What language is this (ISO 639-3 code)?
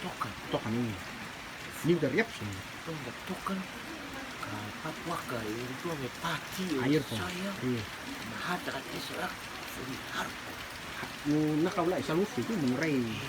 rtm